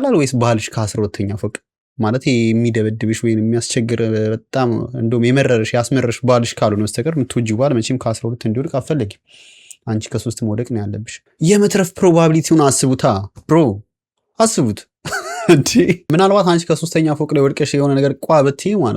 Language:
Amharic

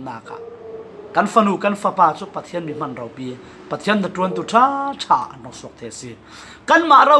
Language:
Falam Chin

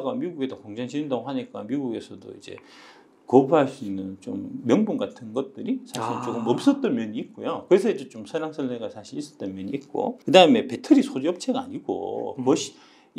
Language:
Korean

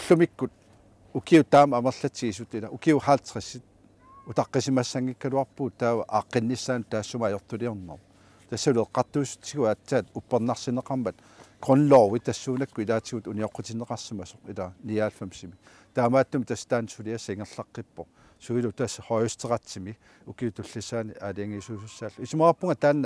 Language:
Kalaallisut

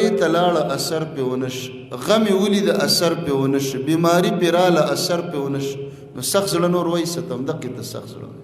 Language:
Pashto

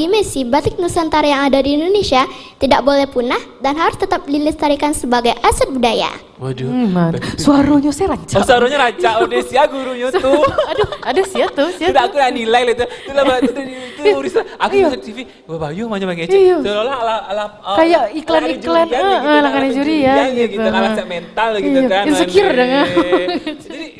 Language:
Minangkabau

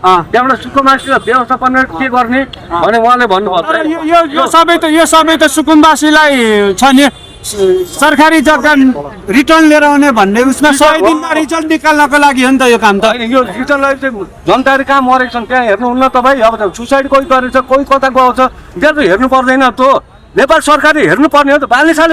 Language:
Nepali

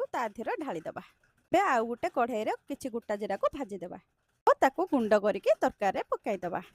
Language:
Odia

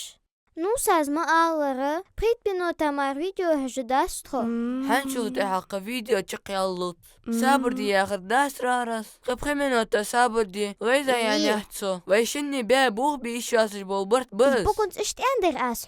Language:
Ingush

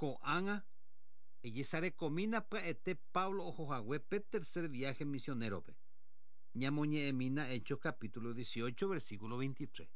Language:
Guarani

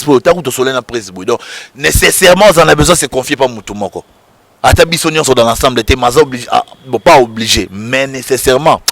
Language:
Lingala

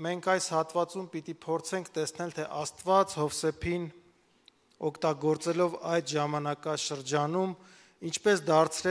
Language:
Armenian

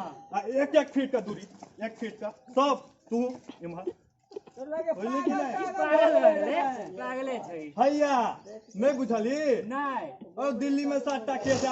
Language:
Maithili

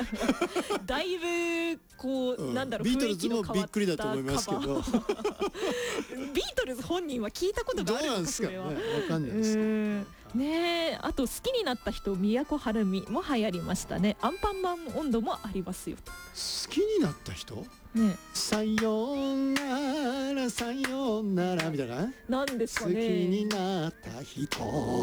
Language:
Japanese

